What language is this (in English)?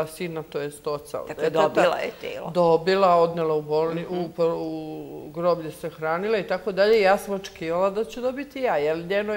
Serbian